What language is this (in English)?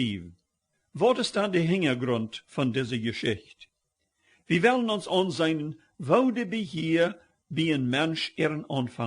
Plautdietsch